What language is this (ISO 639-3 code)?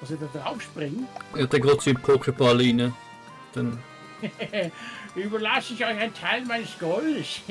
gsw